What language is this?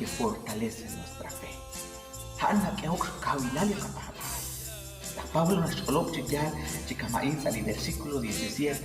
Kekchí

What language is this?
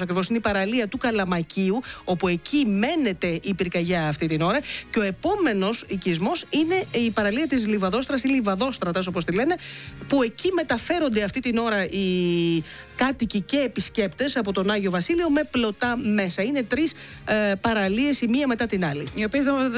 Greek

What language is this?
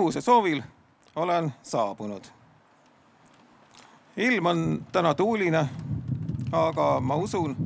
Estonian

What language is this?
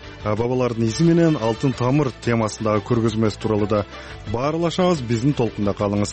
Kyrgyz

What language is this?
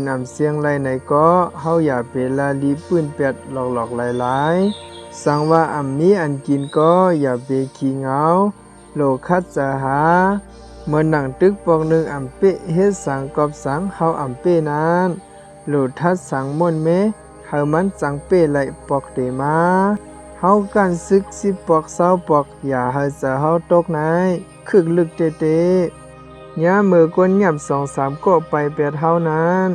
Shan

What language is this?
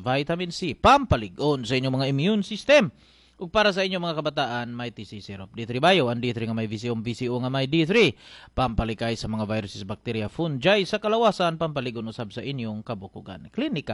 Cebuano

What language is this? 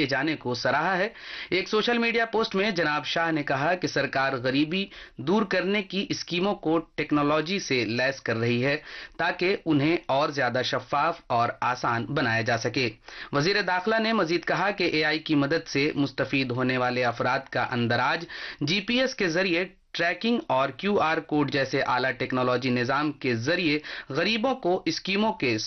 Urdu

